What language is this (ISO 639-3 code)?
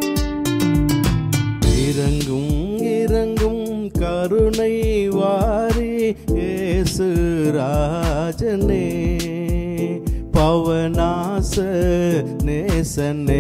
tam